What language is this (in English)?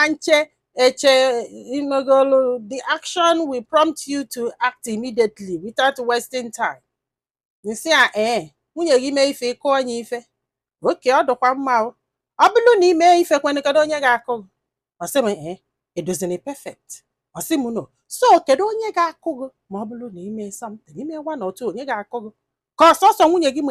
Igbo